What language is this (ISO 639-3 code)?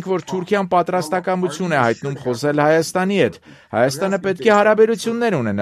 hye